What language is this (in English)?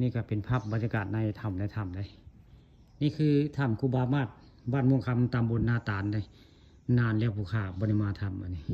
Northeastern Thai